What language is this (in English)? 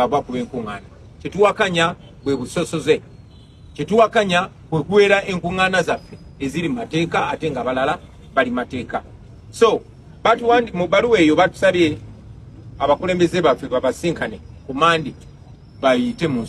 Ganda